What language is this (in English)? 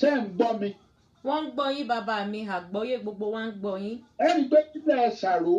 Yoruba